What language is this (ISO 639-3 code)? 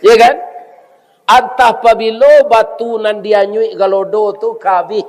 min